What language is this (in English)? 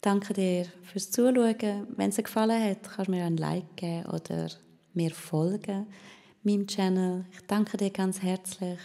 Swiss German